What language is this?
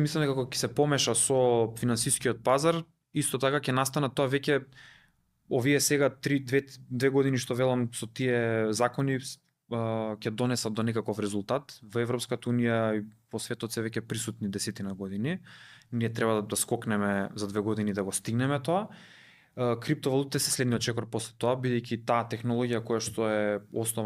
Macedonian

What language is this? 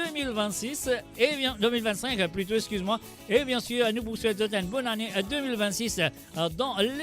Morisyen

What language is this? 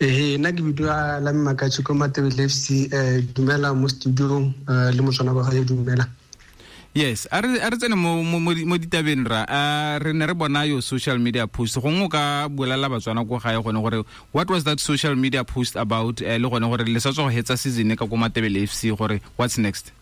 Tswana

